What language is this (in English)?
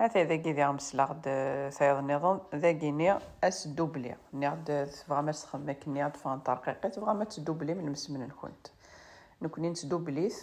Kabyle